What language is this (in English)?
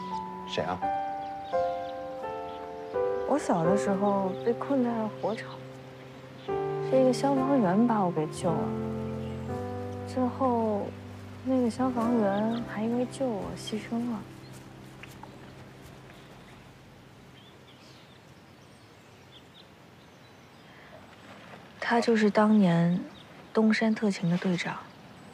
Chinese